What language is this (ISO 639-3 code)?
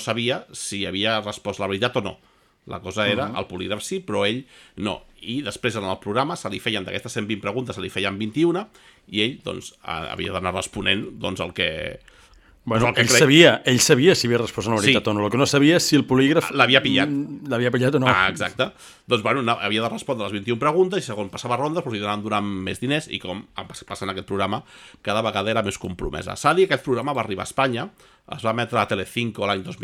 cat